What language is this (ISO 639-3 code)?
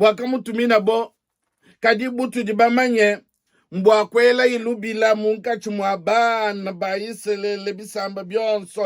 lua